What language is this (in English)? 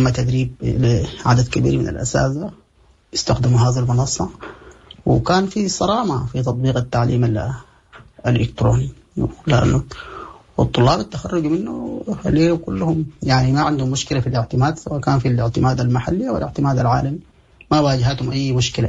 Sudanese Arabic